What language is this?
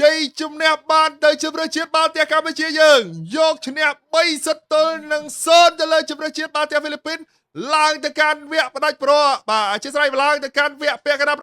Khmer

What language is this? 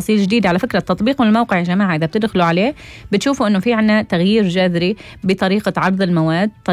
North Levantine Arabic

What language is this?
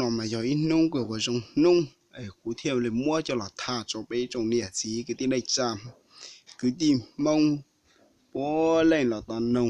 Hmong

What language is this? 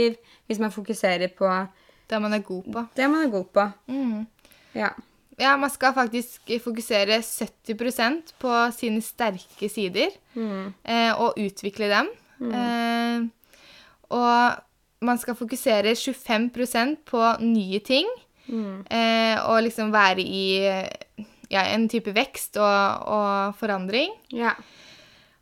Norwegian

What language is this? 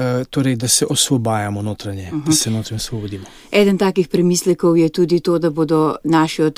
Slovenian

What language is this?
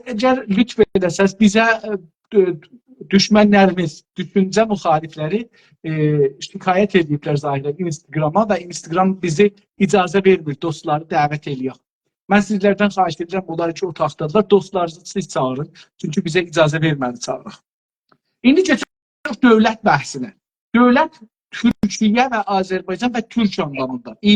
South Azerbaijani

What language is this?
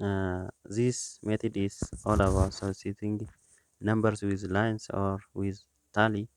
English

